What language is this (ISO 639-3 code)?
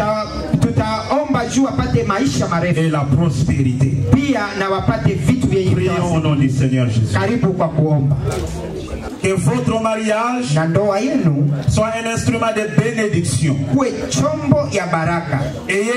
swa